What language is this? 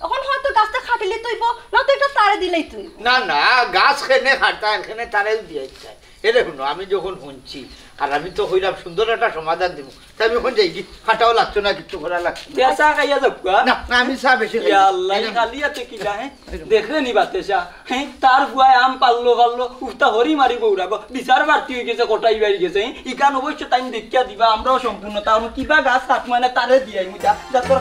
Sylheti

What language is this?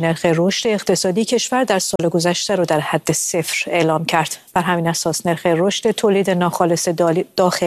Persian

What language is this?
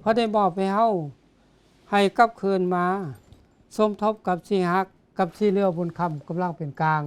Lao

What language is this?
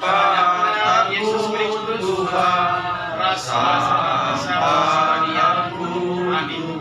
Batak Karo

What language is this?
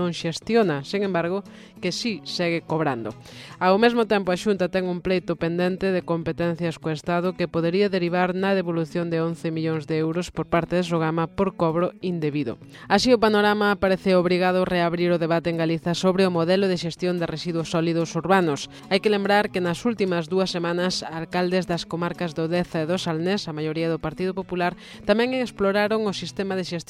Galician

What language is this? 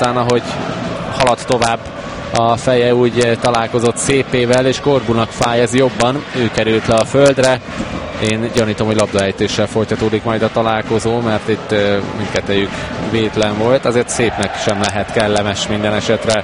Hungarian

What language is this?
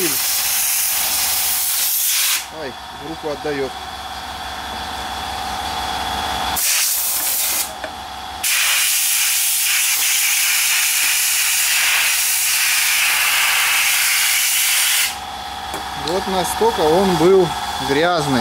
Russian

